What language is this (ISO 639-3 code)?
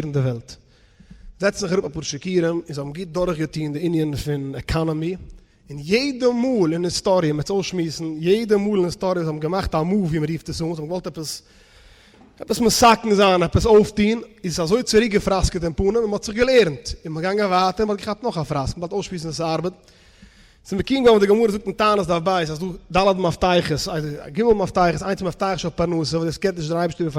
yid